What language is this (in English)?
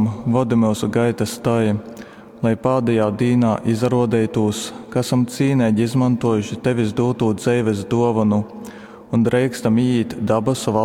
Latgalian